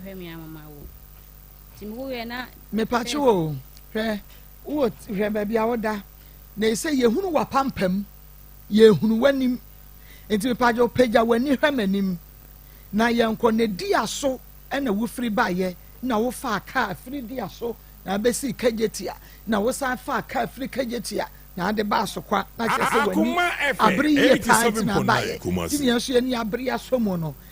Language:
Akan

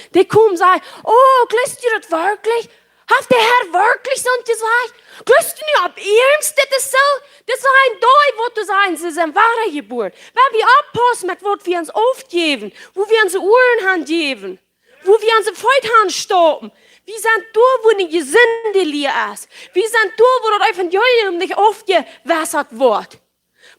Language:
Plautdietsch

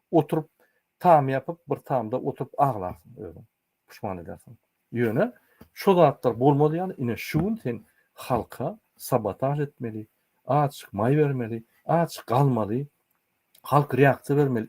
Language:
Turkmen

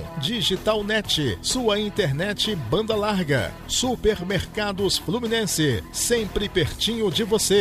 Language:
Portuguese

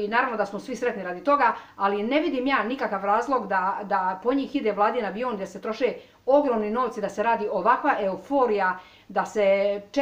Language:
Croatian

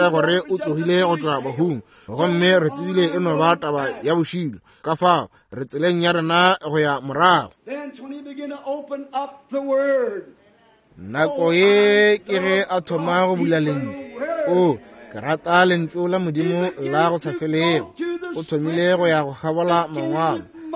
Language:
Northern Sotho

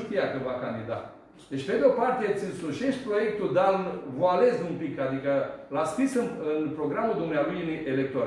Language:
Romanian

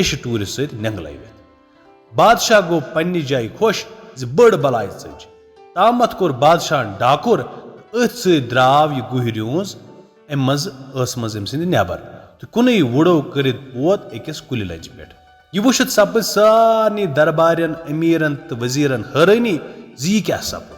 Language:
Kashmiri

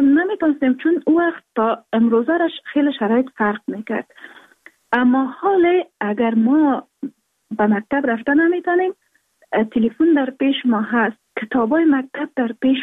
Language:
Persian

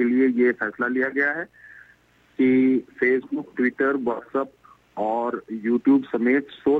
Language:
Urdu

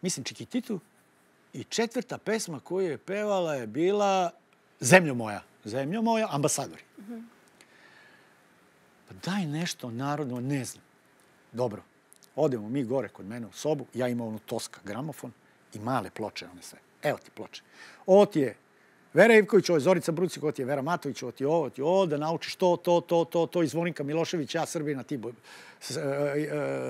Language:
Serbian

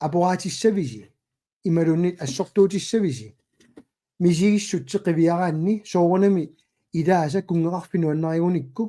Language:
Kalaallisut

